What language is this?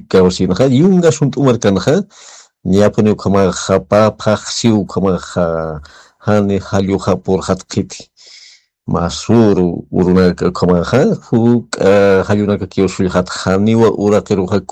Aymara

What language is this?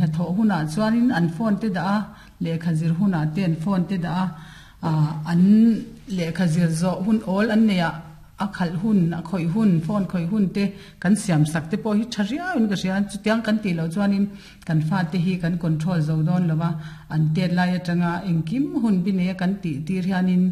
Mizo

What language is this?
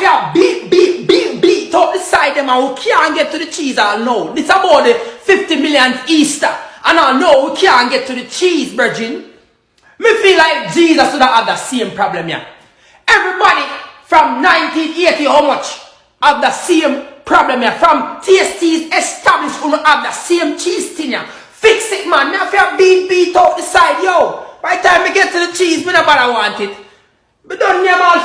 Jamaican Creole English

